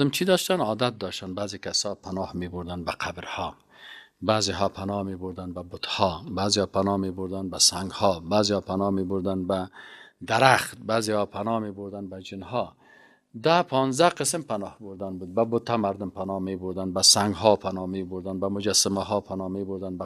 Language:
Persian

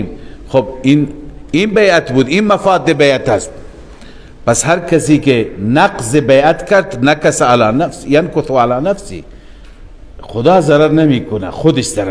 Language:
Persian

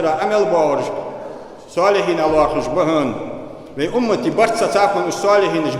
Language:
Ingush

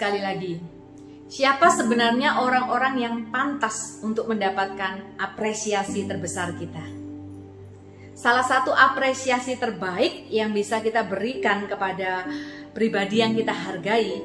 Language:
Indonesian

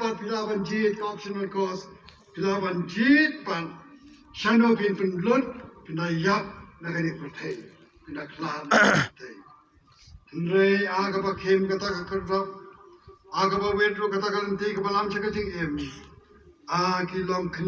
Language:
Khasi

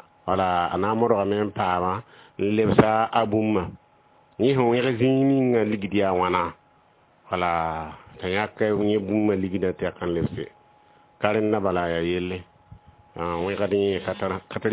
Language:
Mossi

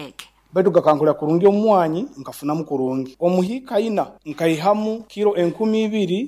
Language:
Nyankole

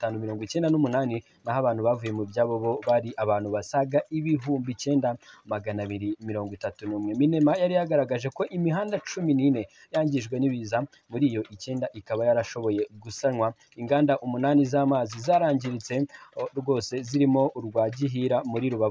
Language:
Kinyarwanda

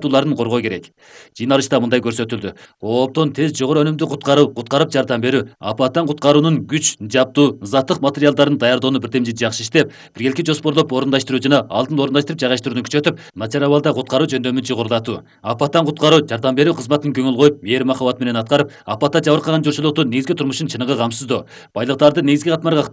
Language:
Kyrgyz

